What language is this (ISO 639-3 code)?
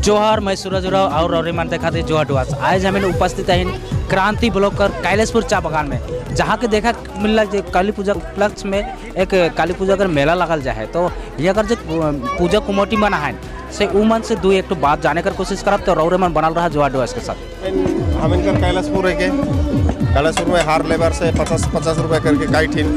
sck